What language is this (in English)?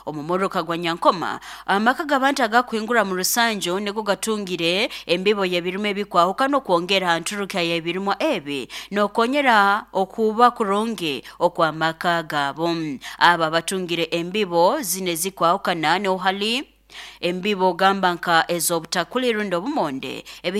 Nyoro